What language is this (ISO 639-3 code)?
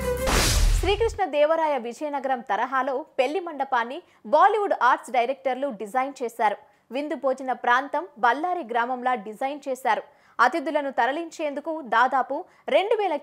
tel